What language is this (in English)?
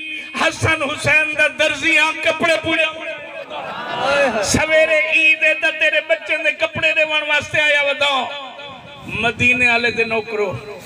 Saraiki